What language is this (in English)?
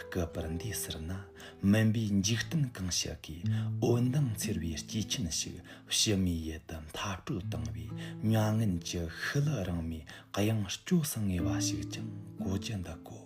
Amdo Tibetan